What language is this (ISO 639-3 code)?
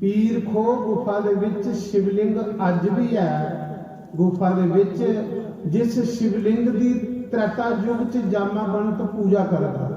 doi